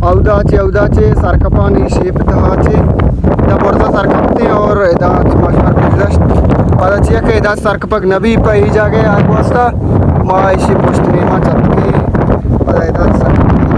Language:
Baluchi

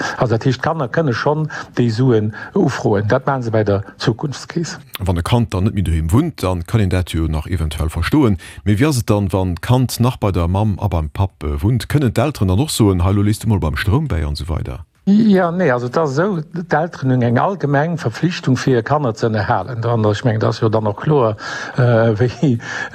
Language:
Luxembourgish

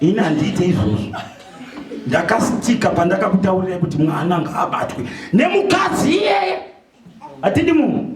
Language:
Shona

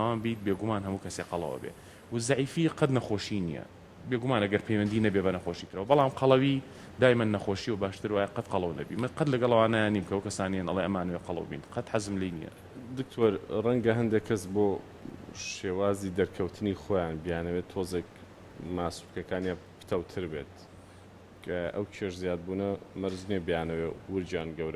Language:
Central Kurdish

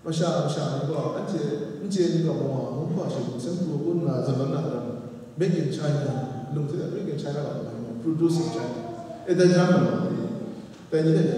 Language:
Kachin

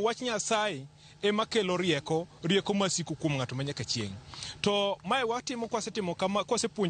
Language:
Luo (Kenya and Tanzania)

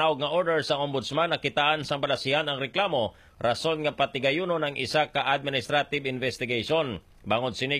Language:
Hiligaynon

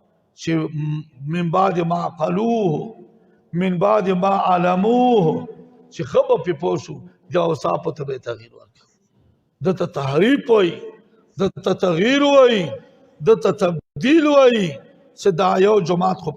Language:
Pashto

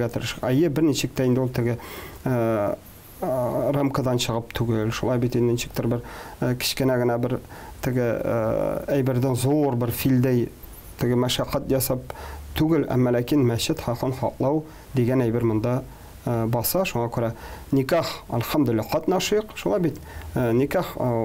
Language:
Tatar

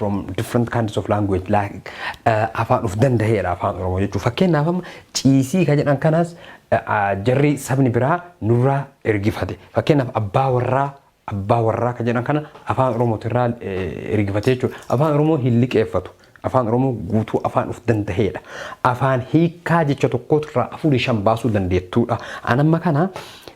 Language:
Oromo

